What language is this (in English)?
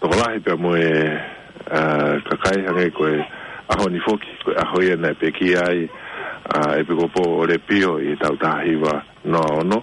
Tongan